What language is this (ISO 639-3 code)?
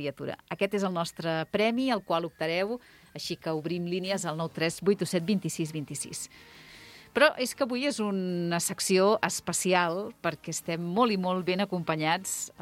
cat